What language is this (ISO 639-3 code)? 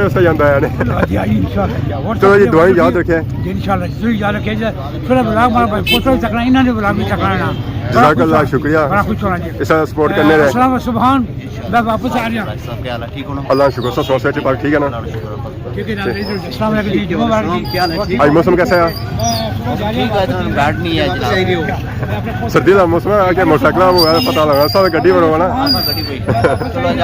phr